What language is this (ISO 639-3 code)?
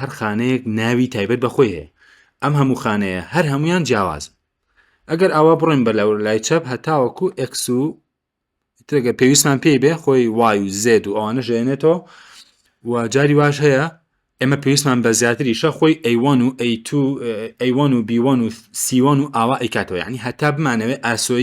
ckb